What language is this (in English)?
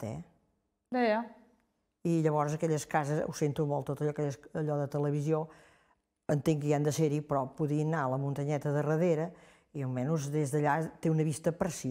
Catalan